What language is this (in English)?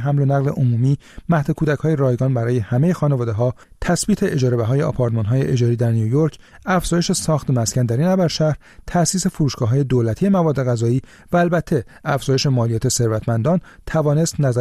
Persian